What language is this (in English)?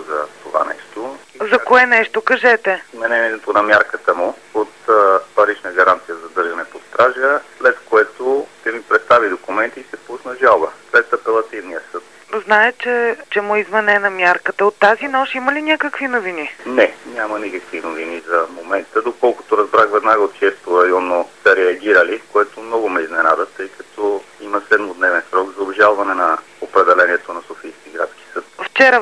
Bulgarian